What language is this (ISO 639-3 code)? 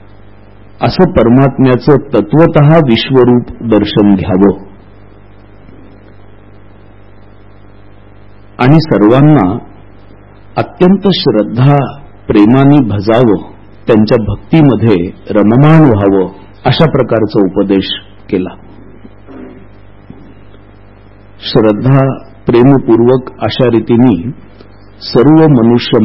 mar